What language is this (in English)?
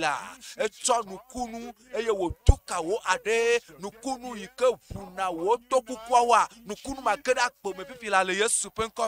Ewe